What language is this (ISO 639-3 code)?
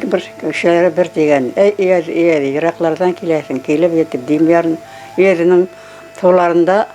bak